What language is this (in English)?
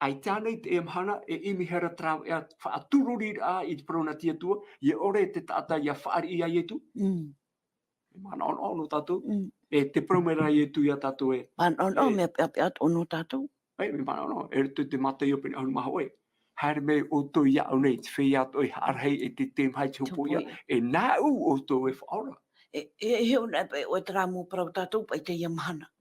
Tahitian